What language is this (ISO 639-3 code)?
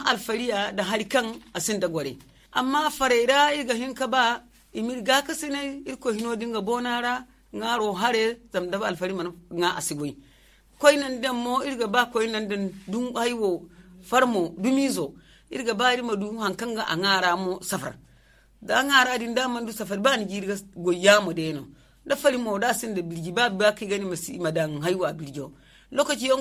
dje